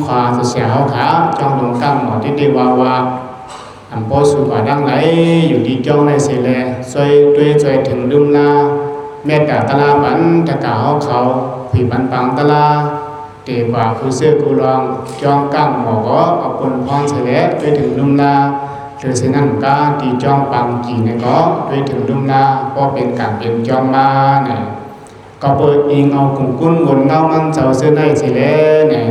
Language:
Shan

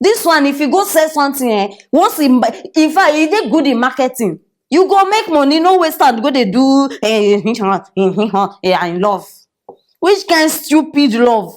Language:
Nigerian Pidgin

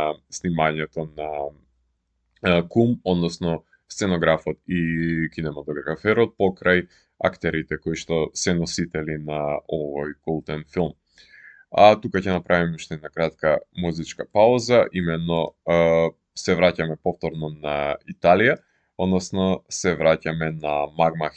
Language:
Macedonian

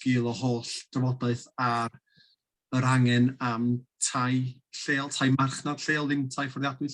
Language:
Welsh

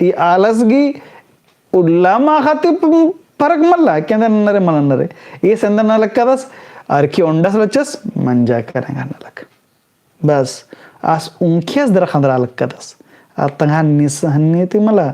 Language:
Kurukh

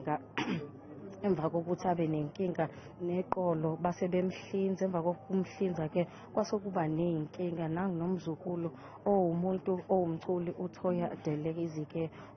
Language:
Zulu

